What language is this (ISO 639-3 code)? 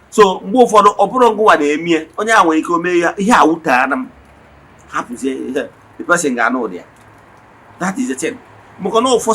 ibo